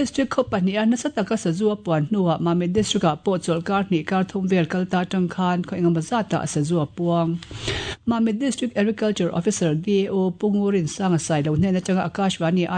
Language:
Mizo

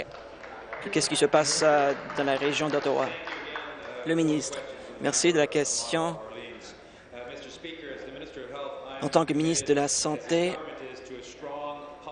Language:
French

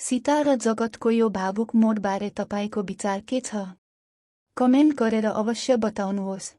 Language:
Nepali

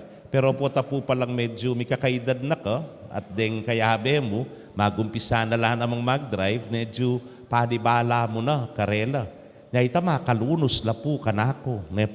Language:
Pampanga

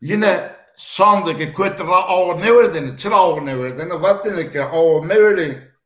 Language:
Zaza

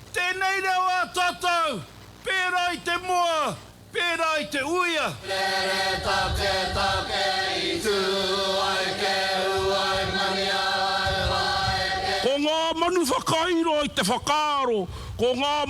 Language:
Māori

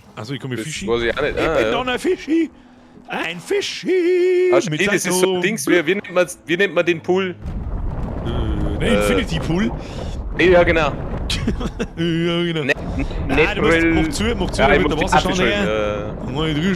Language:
Bavarian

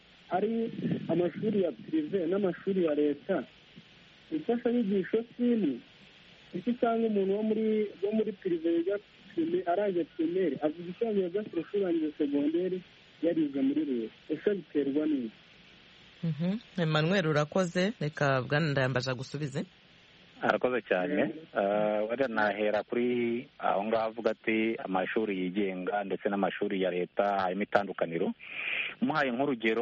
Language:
Kinyarwanda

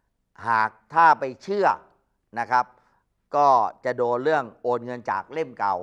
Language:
Thai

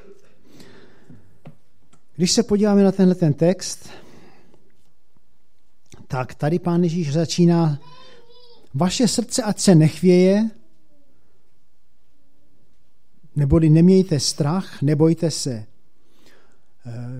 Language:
Czech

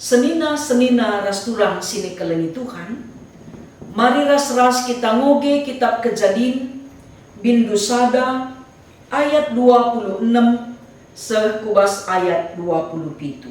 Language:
Batak Karo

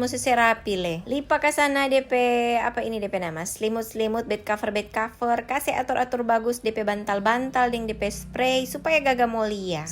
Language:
Manado Malay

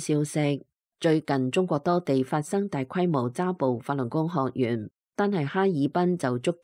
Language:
Cantonese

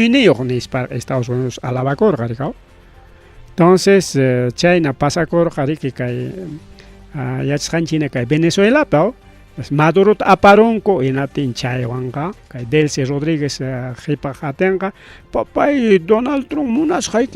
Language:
Ayacucho Quechua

